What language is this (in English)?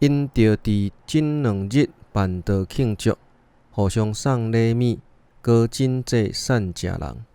Min Nan Chinese